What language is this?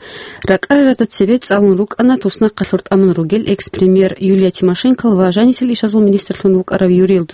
Avaric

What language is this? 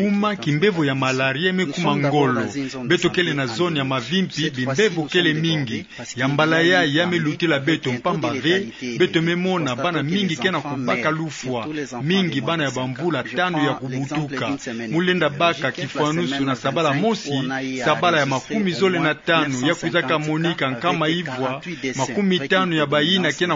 Kituba (Democratic Republic of Congo)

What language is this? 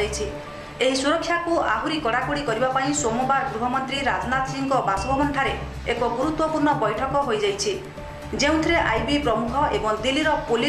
Odia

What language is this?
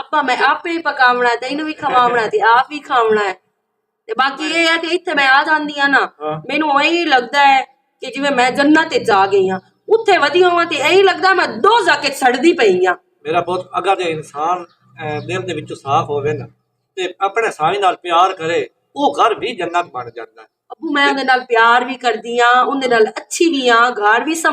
Western Panjabi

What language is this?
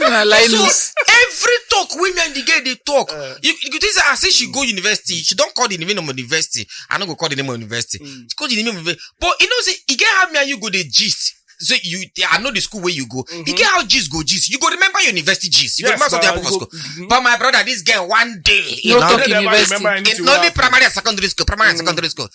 Nigerian Pidgin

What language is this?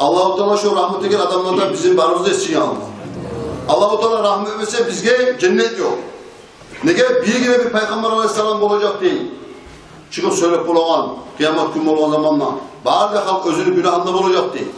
Kumyk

